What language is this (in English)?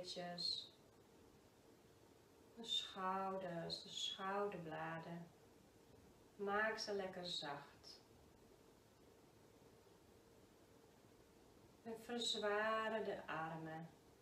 Dutch